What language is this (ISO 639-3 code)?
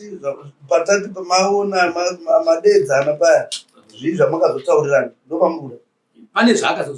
sna